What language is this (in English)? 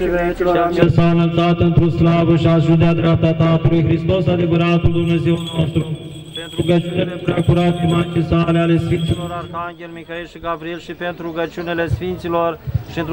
Romanian